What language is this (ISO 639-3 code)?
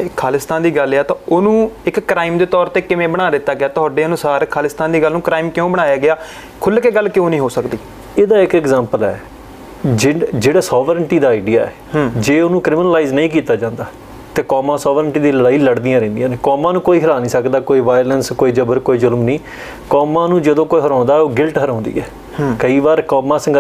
pan